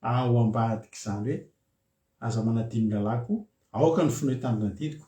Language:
Malagasy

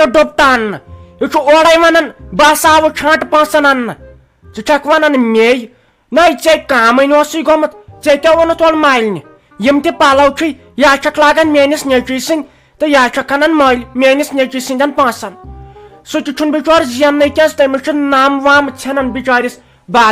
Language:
Kashmiri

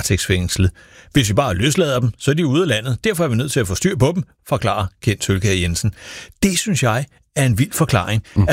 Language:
Danish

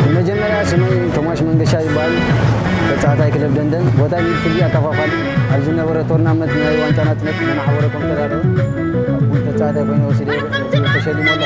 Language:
Tigrinya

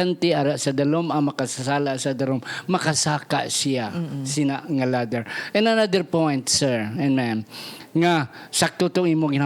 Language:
Hiligaynon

